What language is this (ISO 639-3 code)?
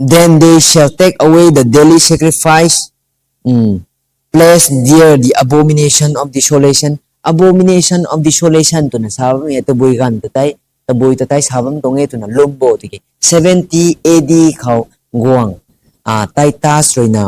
nbu